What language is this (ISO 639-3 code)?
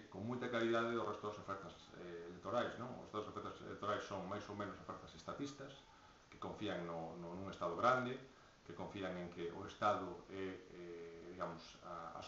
glg